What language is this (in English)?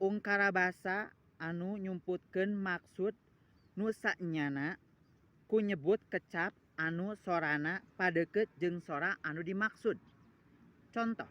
Sundanese